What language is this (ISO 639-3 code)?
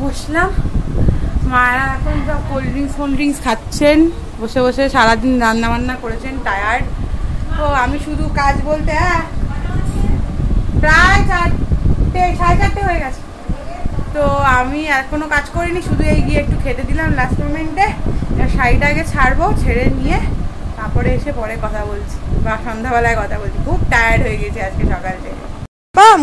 ben